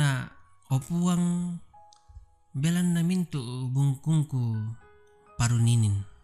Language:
Toraja-Sa'dan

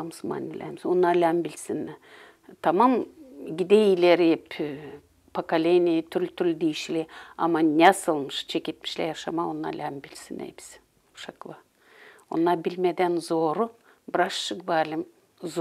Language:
Gagauz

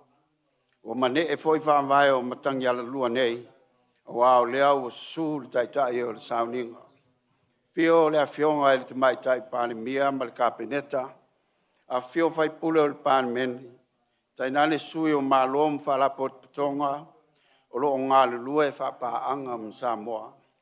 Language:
Samoan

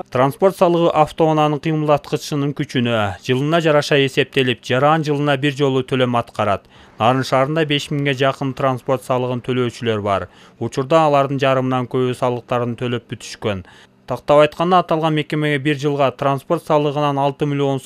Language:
Kyrgyz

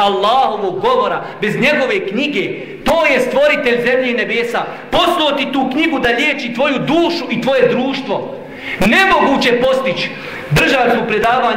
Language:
Bosnian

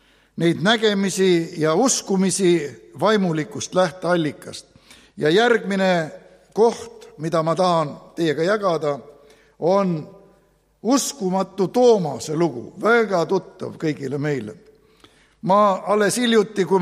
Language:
Estonian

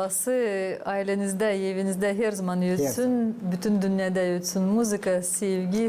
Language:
Gagauz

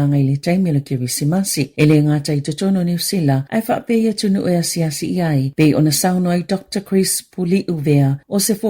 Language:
Samoan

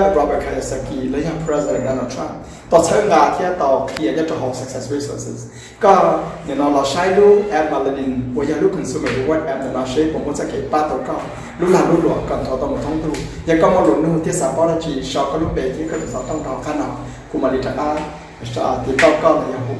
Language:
Hmong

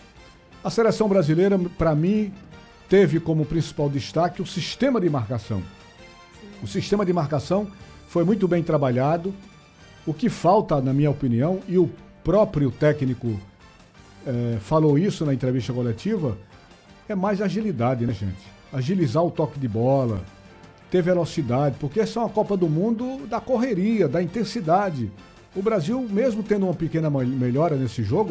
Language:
Portuguese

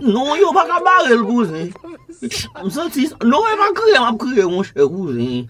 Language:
Haitian Creole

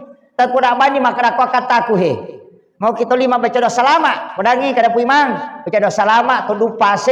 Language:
Buginese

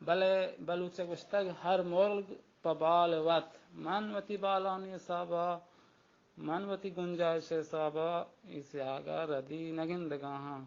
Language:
Baluchi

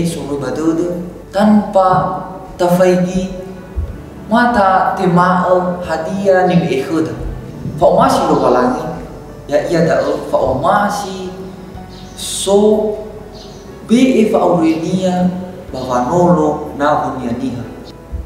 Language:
Nias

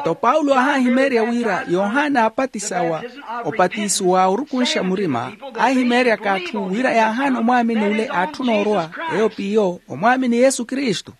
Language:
Makhuwa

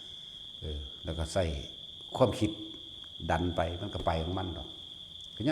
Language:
Northeastern Thai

